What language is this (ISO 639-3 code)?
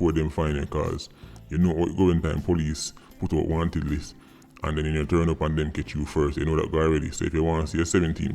jam